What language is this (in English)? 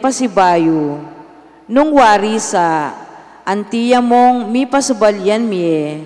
Pampanga